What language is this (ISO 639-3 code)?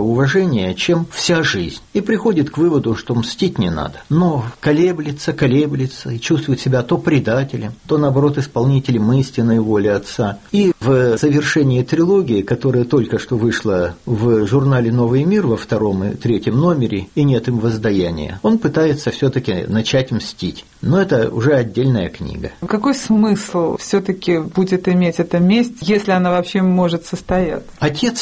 rus